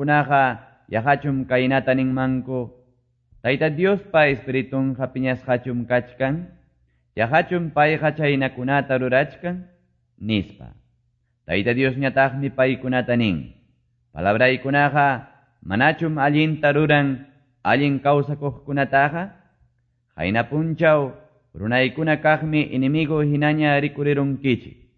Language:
Quechua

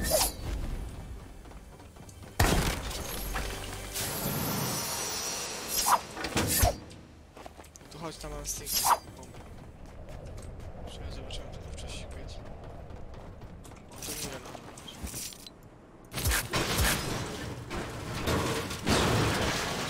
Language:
Polish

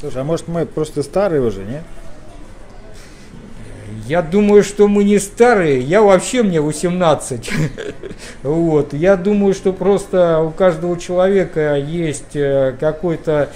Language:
Russian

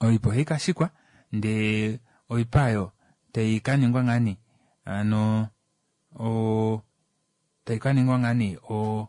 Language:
Kuanyama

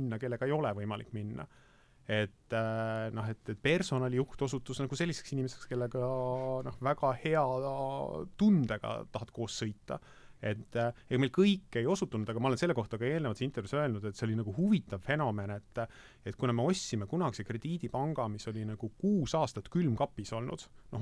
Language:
Estonian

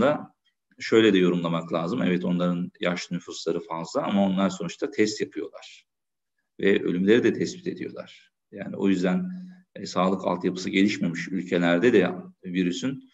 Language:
Turkish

